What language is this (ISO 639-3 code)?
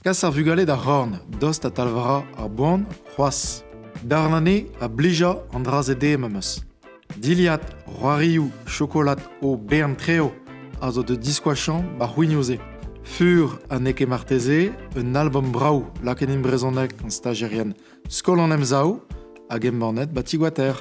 bre